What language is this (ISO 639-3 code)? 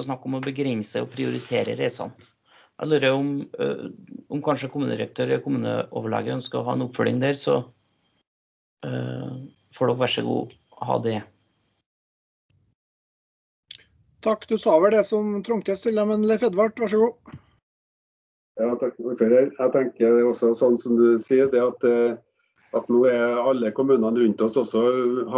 nor